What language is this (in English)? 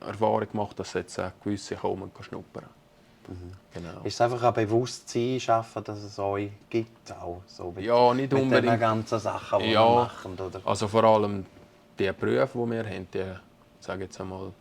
Swiss German